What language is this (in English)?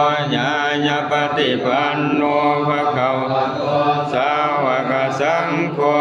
Pali